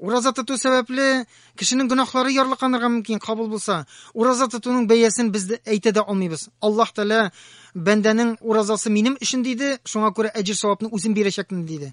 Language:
Tatar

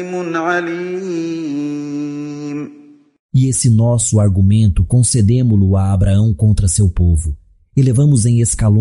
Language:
Galician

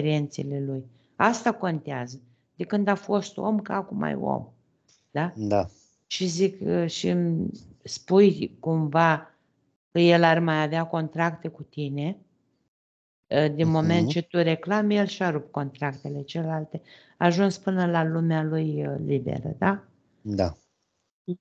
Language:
Romanian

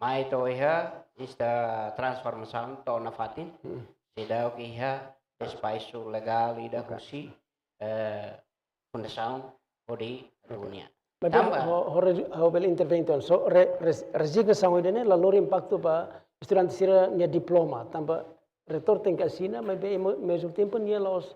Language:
Tetum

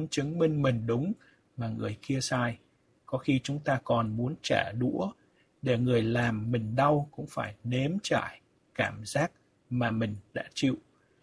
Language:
Vietnamese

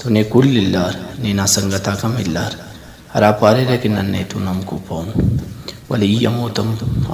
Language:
Brahui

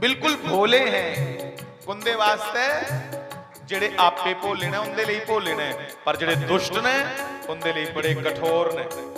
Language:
Dogri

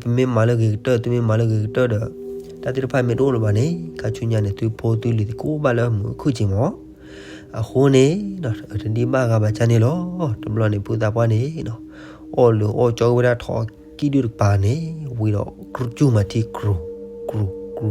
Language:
S'gaw Karen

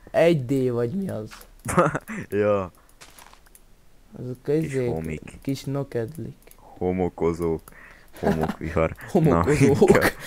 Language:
Hungarian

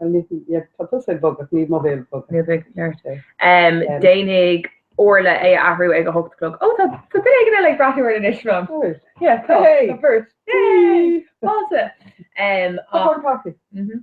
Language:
Irish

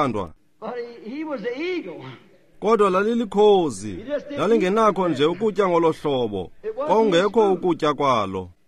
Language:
Xhosa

